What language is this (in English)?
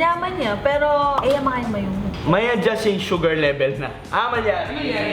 Pampanga